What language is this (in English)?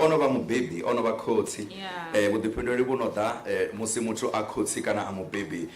Venda